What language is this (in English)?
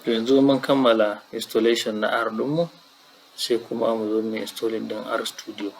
Hausa